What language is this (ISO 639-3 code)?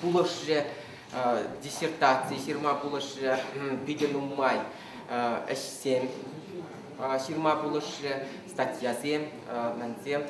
chv